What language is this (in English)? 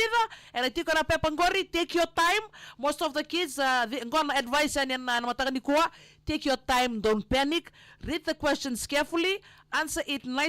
Fijian